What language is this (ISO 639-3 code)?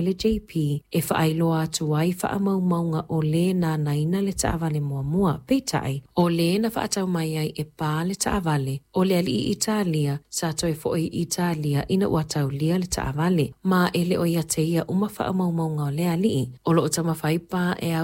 smo